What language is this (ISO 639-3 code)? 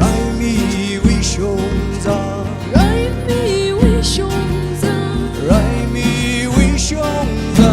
nmf